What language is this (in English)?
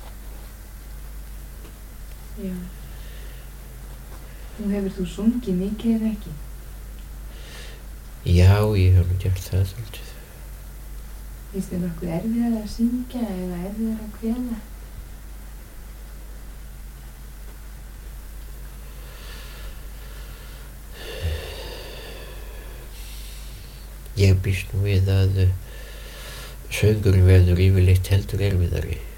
Icelandic